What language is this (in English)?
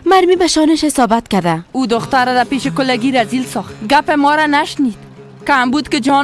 Persian